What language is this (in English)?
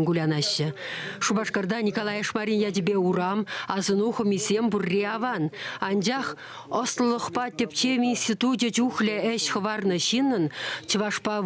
Chuvash